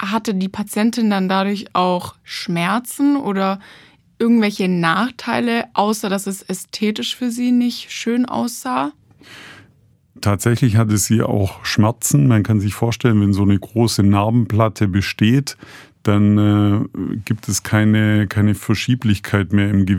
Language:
German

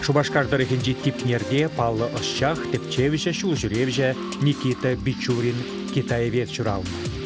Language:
Chuvash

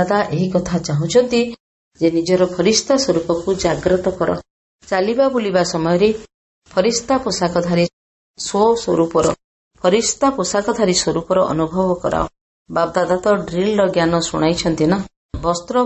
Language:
Odia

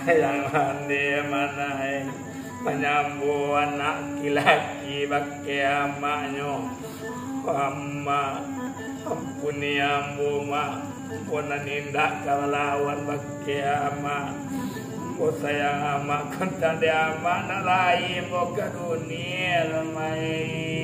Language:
Minangkabau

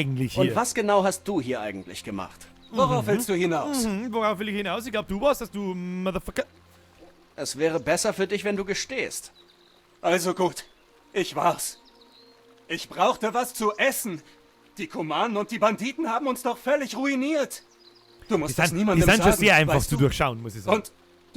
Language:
Bavarian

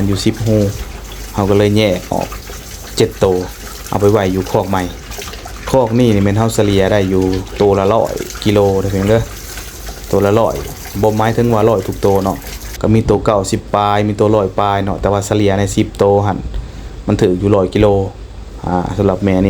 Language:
Lao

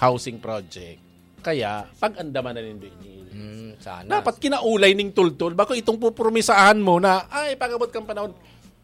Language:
Bikol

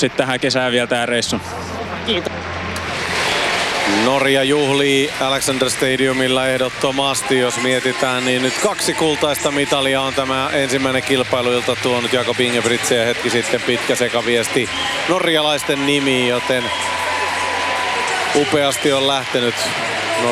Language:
Finnish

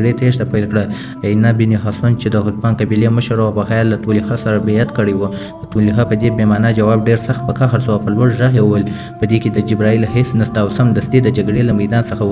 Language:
Pashto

